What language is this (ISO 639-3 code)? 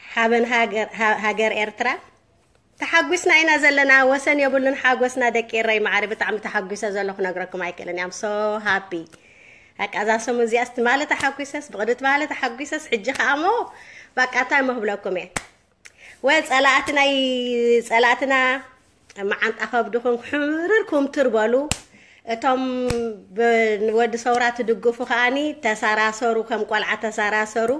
tir